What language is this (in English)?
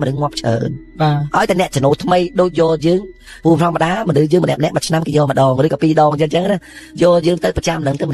Khmer